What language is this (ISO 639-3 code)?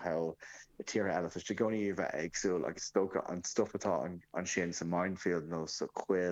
gle